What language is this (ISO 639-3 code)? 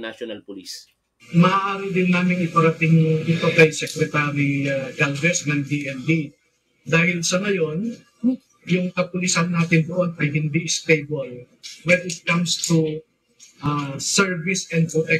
fil